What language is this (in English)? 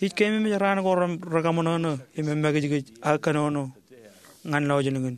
Marshallese